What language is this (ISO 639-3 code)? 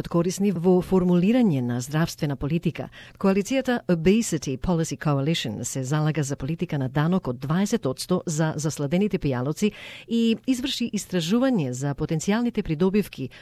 mkd